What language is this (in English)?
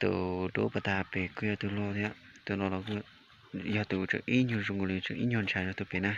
Hmong